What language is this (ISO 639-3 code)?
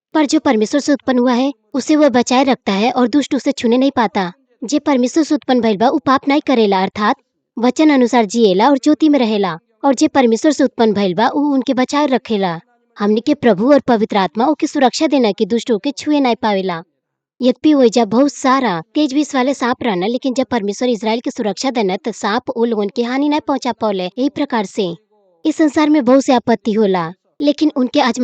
bho